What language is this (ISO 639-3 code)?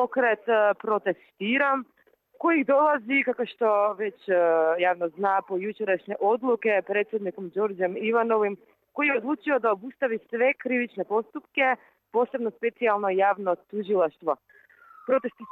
srp